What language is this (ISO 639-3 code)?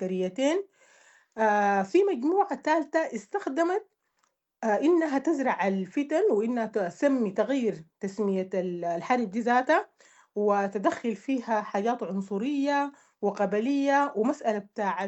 apd